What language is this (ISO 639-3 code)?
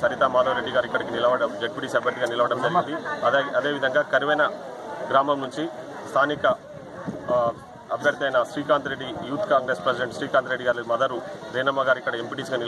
tel